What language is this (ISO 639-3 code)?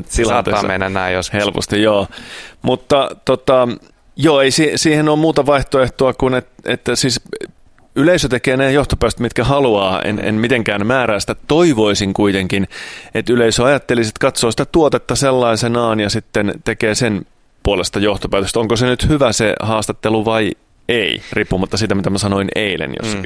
fin